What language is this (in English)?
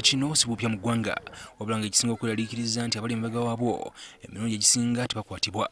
Ganda